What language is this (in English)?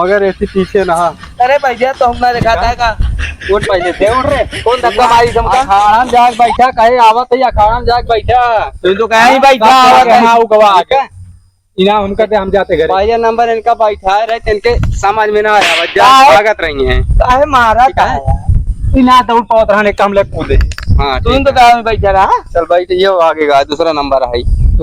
Awadhi